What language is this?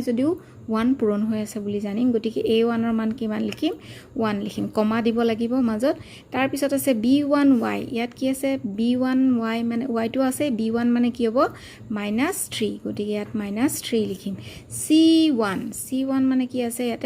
Assamese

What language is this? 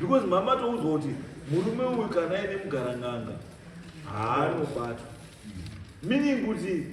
Shona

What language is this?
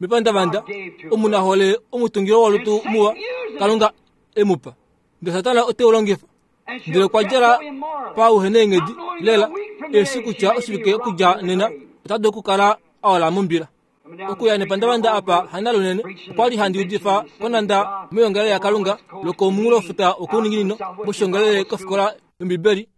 Kuanyama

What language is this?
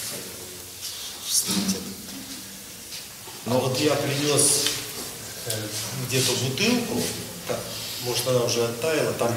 Russian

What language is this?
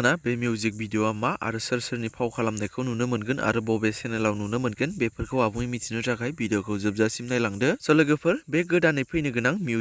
Bodo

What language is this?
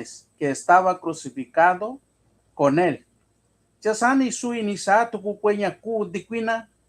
Mixtepec Mixtec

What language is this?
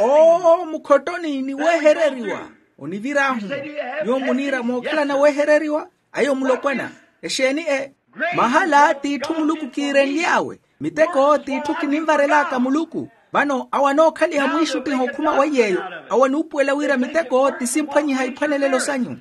Makhuwa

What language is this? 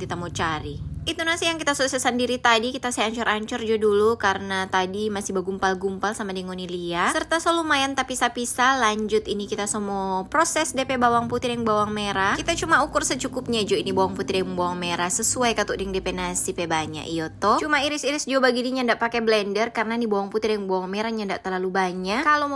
Manado Malay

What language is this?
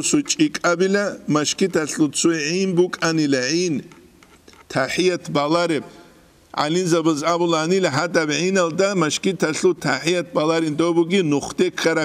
Avaric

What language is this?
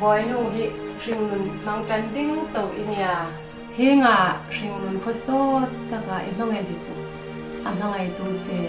Hmar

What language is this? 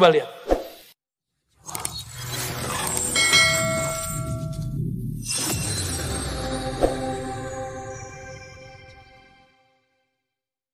Indonesian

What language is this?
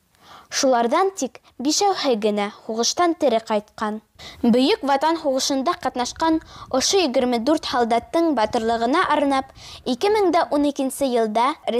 Bashkir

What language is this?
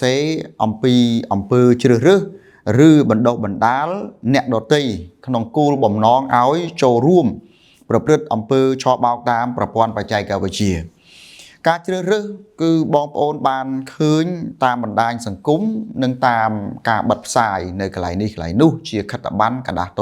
Khmer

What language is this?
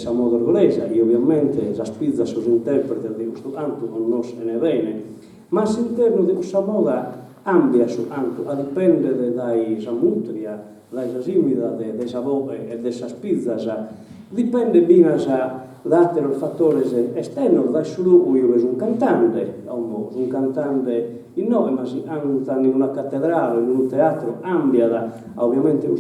Sardinian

